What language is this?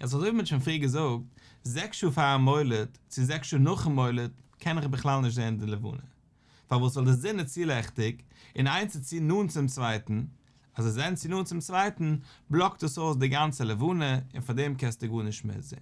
Yiddish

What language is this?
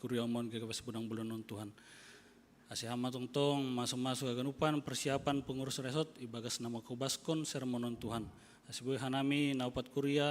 Batak Simalungun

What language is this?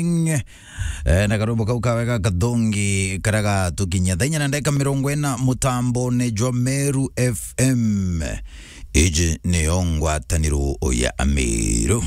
Meru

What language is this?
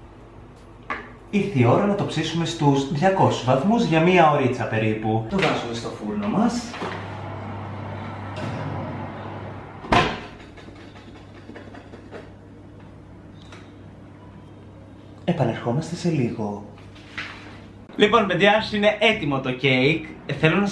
Greek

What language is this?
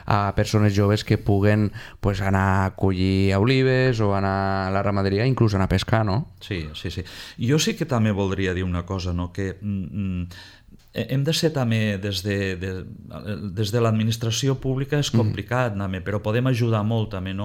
Catalan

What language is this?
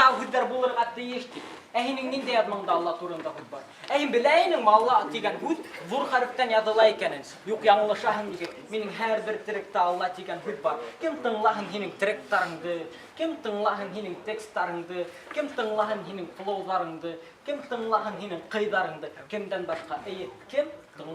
Bashkir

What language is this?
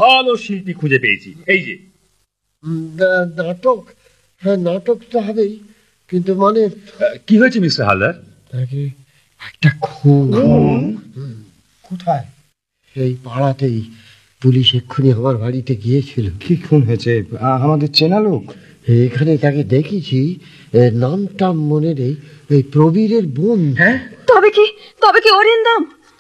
Bangla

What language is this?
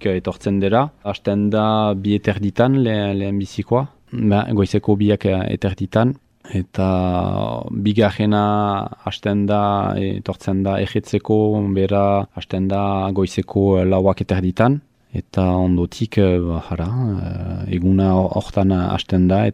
Basque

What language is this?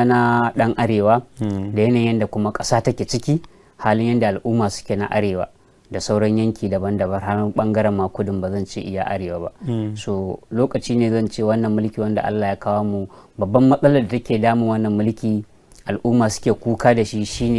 Hausa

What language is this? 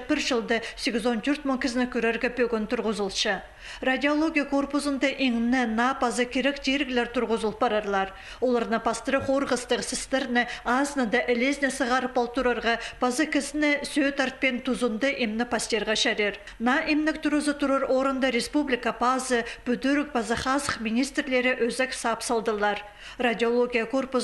Khakas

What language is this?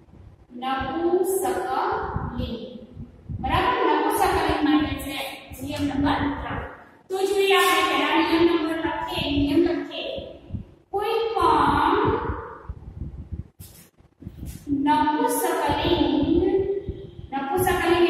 Gujarati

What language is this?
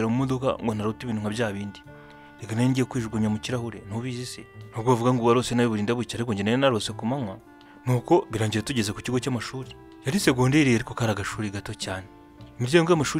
Kinyarwanda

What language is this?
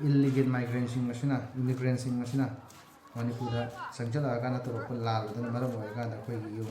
Manipuri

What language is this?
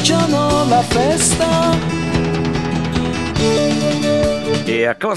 Italian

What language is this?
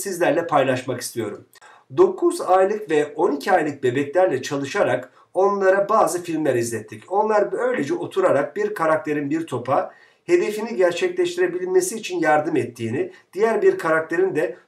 Turkish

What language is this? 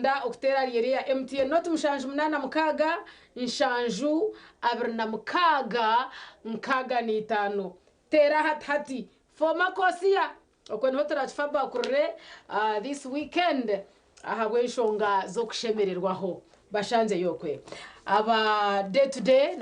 Nyankole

